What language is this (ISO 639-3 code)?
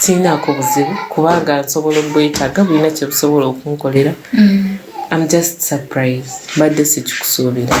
lug